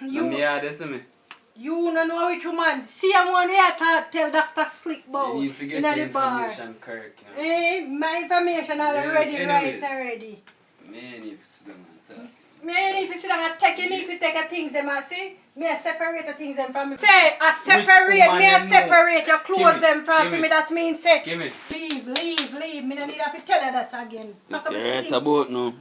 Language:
Jamaican Creole English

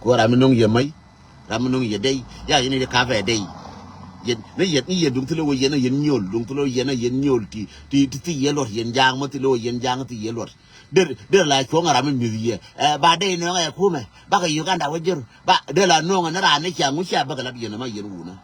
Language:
Nuer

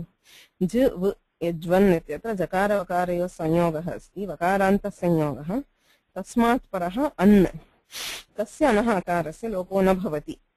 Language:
Sanskrit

